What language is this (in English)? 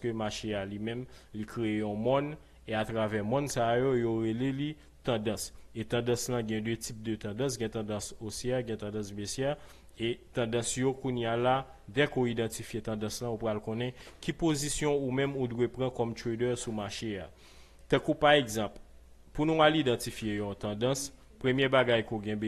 Haitian Creole